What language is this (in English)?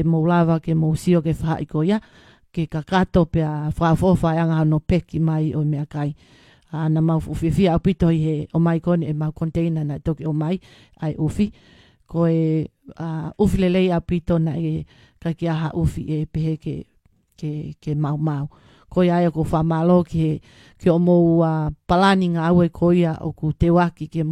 Tongan